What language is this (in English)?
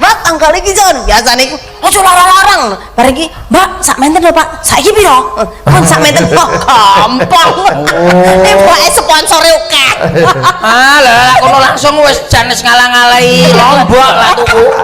Javanese